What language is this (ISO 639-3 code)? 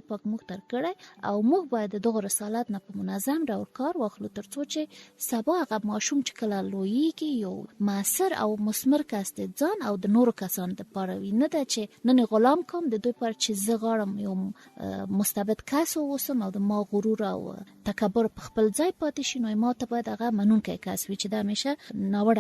pus